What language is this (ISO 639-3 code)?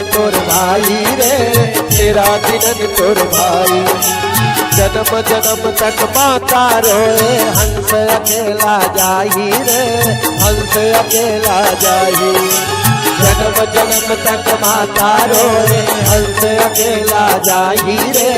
hne